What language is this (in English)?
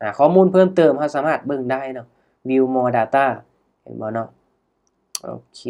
Lao